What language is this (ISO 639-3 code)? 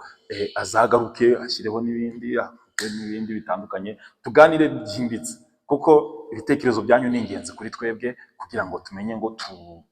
kin